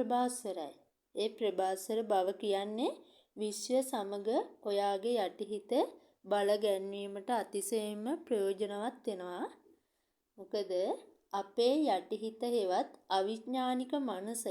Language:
Sinhala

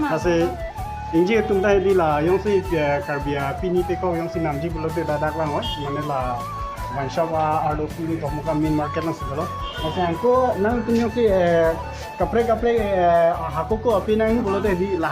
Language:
Karbi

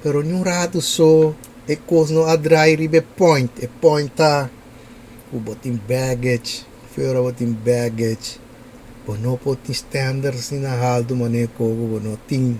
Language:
Papiamento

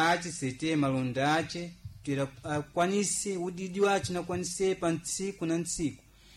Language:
Sena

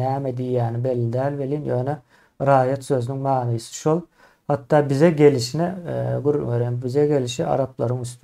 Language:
Turkmen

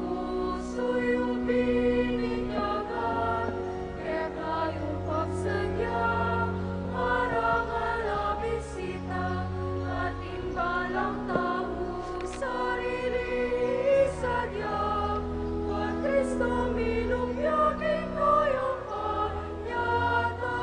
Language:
Pampanga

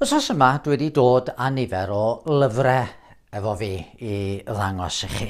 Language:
Welsh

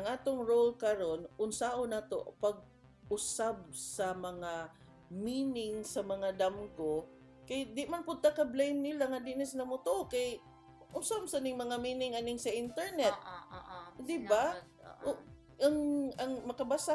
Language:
Cebuano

